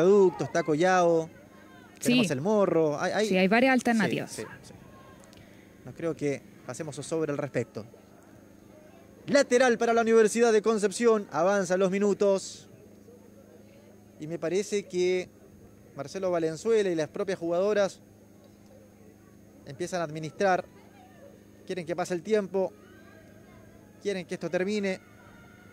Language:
Spanish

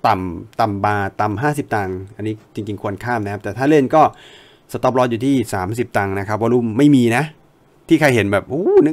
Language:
Thai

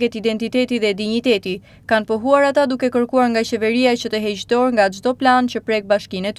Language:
Albanian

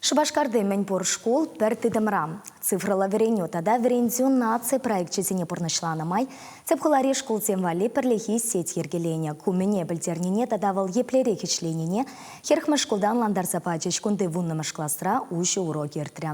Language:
Chuvash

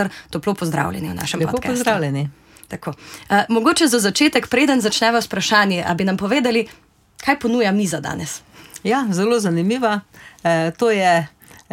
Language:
Slovenian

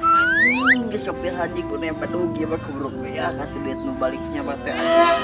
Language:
Sundanese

